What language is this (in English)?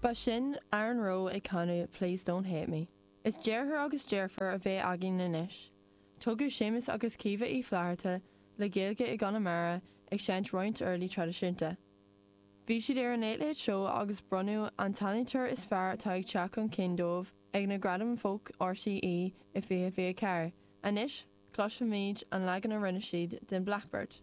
Irish